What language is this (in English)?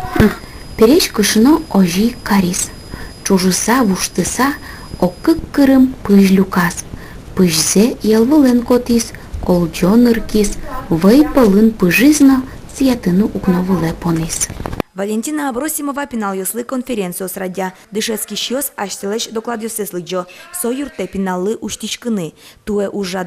Udmurt